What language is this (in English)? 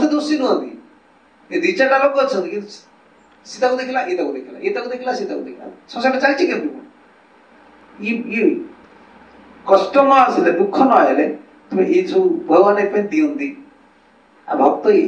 Odia